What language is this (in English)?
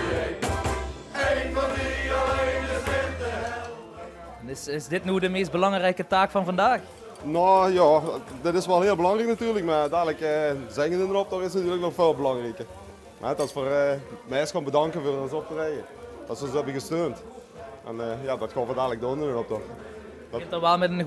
Limburgish